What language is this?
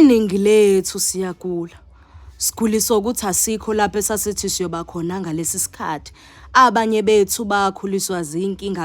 Zulu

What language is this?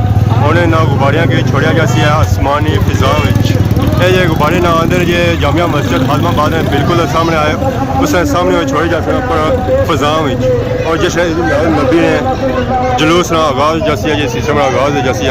Pahari-Potwari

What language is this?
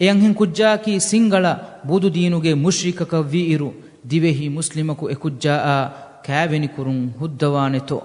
Divehi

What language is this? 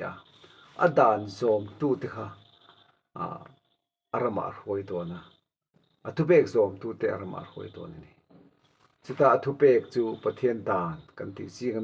Mizo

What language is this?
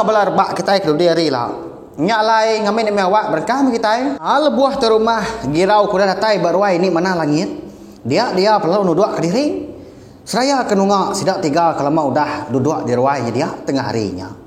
Iban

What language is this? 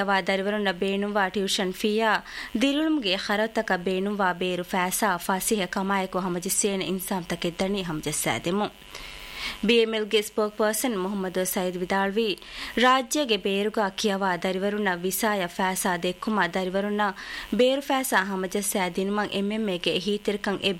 Divehi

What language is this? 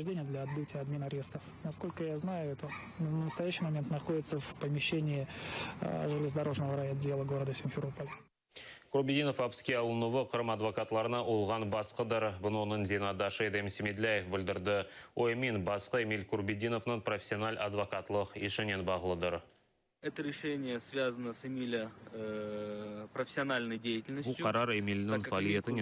Crimean Tatar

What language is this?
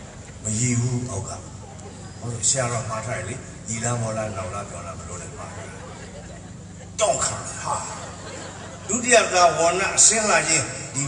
Burmese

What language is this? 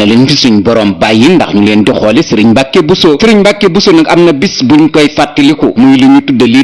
Wolof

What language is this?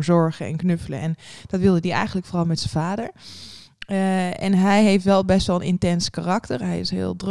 Dutch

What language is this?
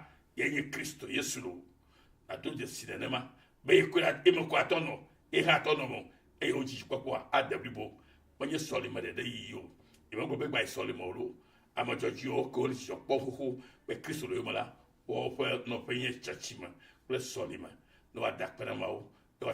Ewe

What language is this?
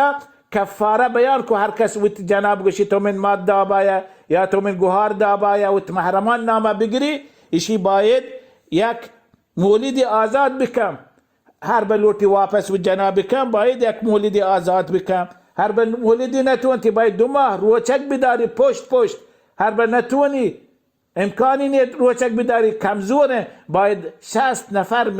Baluchi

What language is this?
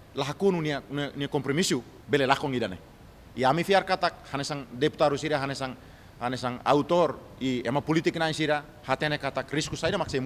Tetum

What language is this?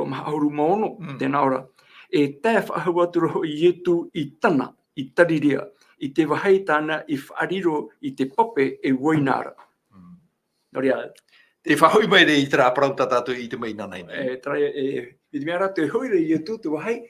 Tahitian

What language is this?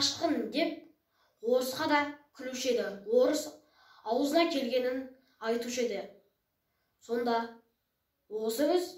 Kazakh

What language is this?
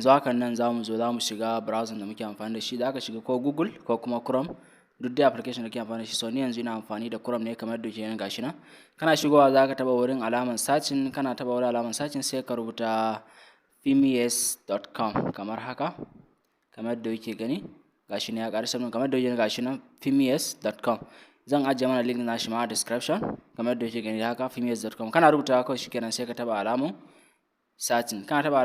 Hausa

